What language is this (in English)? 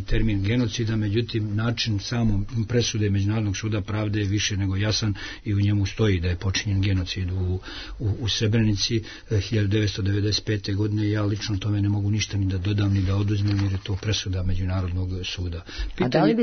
Serbian